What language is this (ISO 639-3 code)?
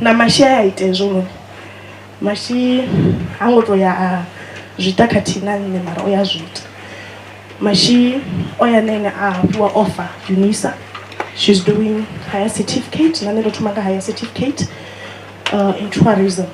ven